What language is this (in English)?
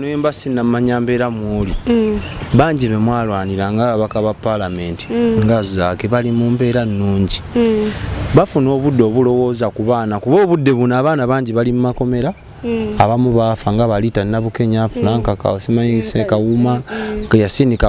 Ganda